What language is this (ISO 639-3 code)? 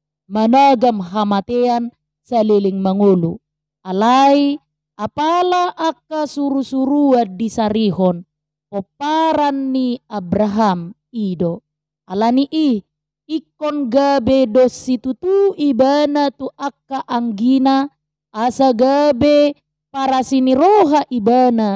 bbc